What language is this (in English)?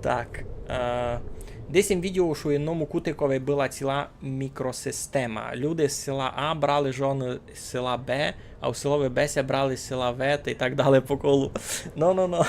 Rusyn